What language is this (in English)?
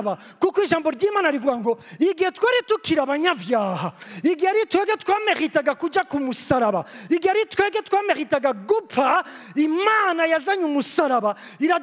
Rundi